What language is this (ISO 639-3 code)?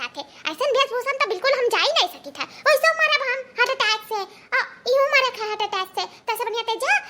awa